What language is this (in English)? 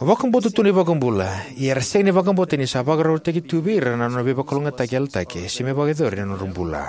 Fijian